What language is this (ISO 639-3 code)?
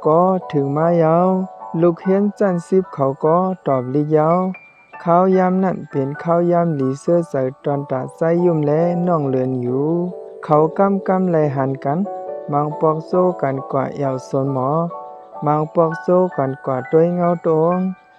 shn